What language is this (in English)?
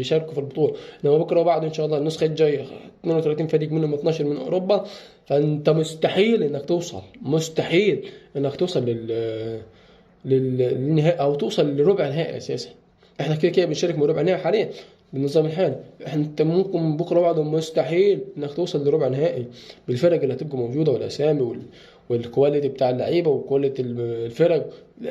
Egyptian Arabic